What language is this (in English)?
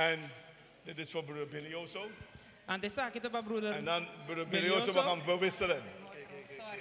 Papiamento